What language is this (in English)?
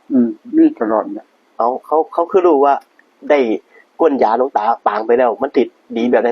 Northeastern Thai